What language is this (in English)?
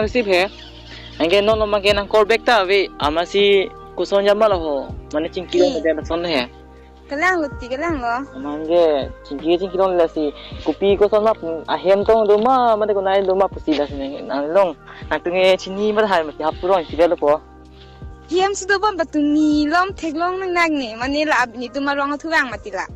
Karbi